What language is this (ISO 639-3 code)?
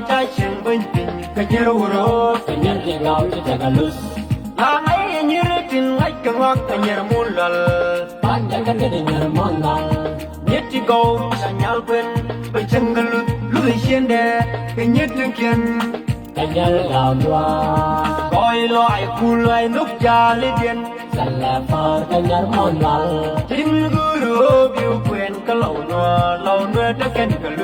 nus